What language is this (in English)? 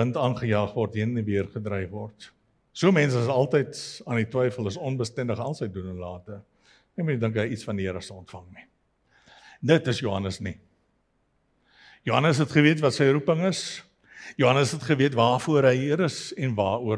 Afrikaans